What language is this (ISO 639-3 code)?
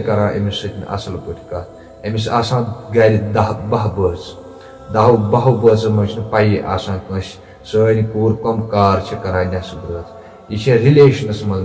kas